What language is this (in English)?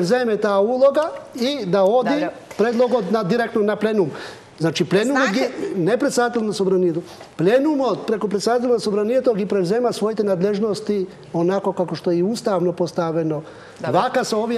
Macedonian